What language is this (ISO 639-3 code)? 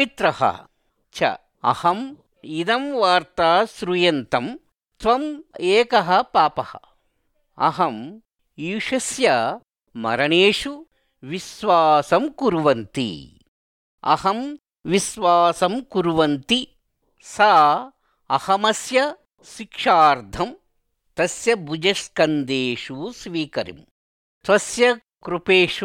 san